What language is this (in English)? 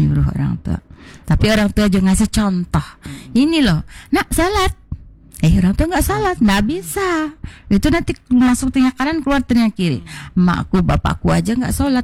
Indonesian